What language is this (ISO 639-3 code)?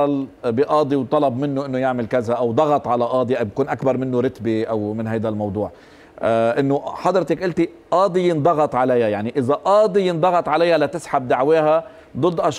apc